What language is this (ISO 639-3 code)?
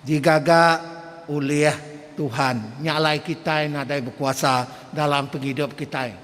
iba